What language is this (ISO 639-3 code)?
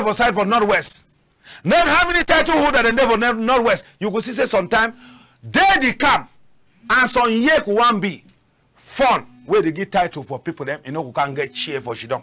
wes